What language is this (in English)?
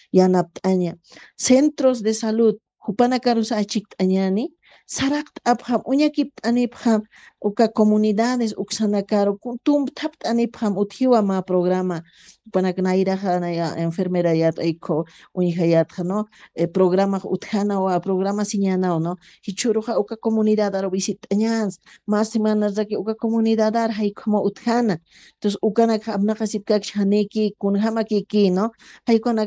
Aymara